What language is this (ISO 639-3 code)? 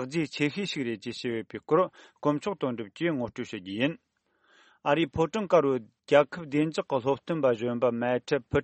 bod